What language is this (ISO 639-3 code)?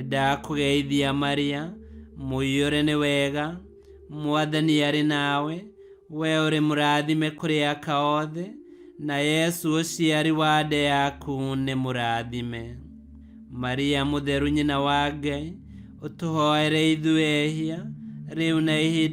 kik